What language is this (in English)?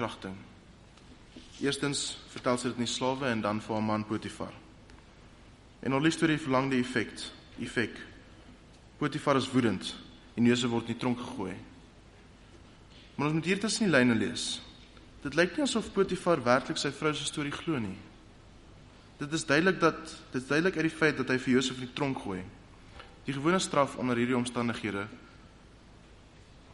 Afrikaans